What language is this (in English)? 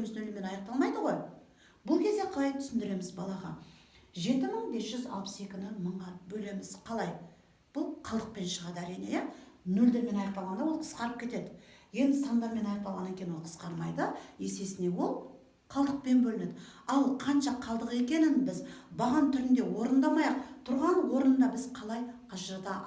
Kazakh